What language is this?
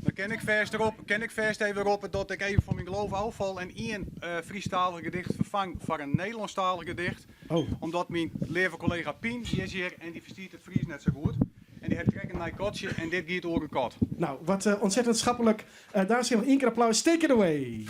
Western Frisian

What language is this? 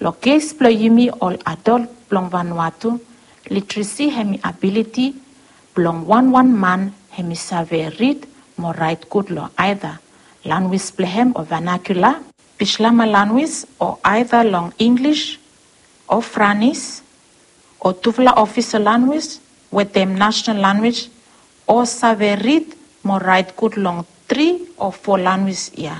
Bislama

